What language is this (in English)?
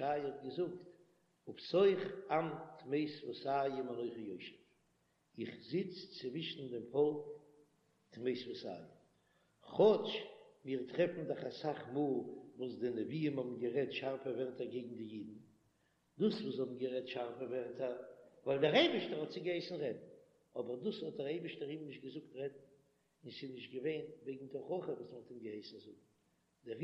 Yiddish